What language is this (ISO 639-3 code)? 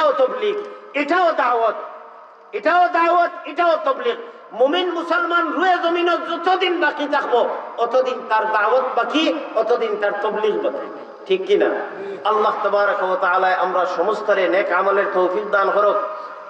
syl